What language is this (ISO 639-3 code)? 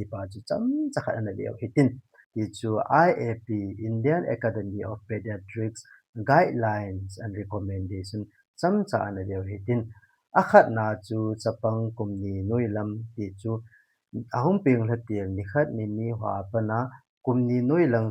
tcz